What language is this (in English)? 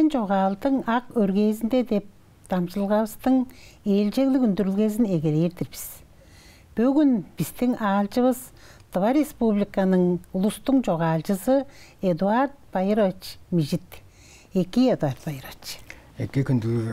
Tuvinian